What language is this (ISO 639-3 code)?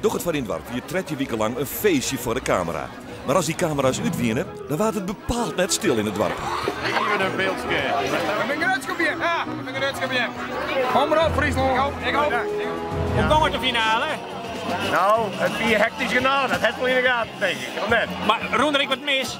fry